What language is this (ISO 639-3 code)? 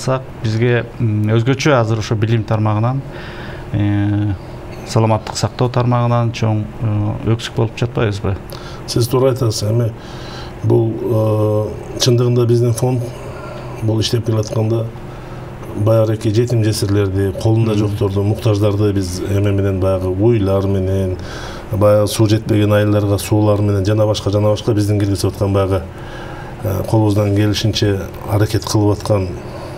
kir